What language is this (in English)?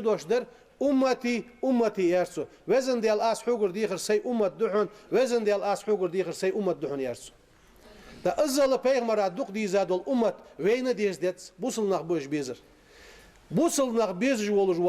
Ingush